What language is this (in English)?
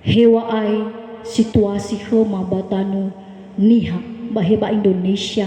Nias